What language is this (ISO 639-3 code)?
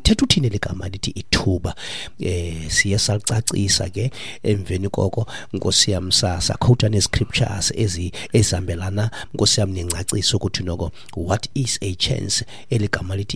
xho